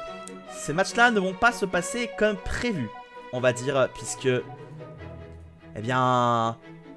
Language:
French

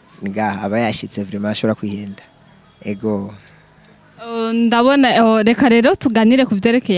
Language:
Rundi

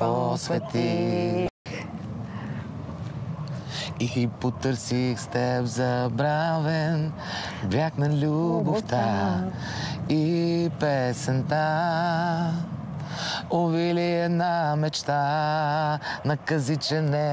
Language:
Bulgarian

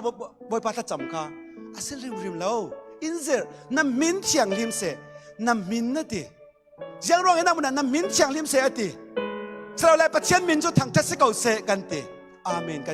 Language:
Falam Chin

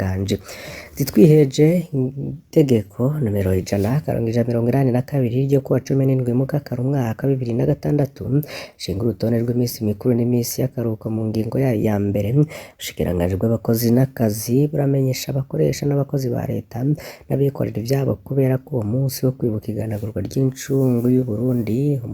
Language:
Rundi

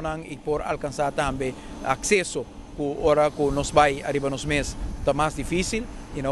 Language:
Papiamento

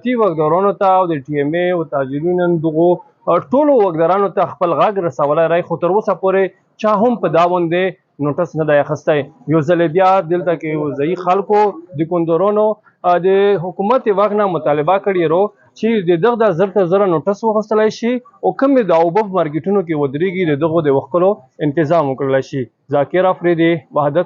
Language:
Pashto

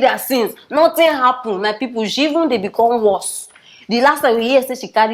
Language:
Nigerian Pidgin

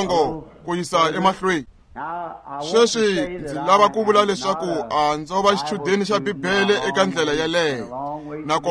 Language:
Tsonga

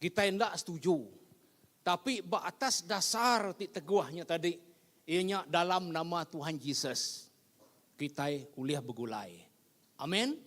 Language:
Iban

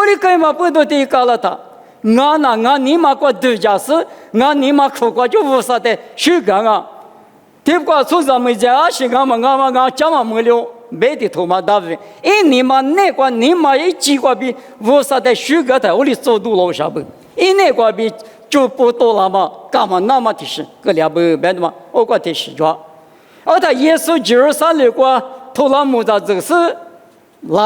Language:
Lisu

